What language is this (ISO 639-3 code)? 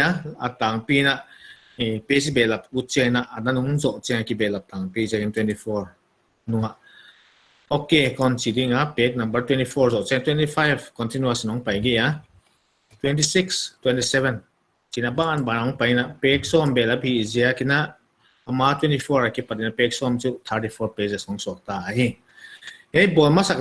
pck